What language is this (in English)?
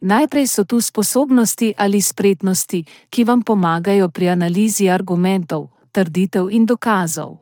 Slovenian